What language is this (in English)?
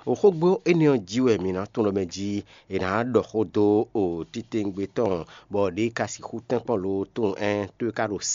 Fon